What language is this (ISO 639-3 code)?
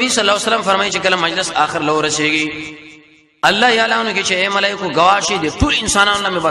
pus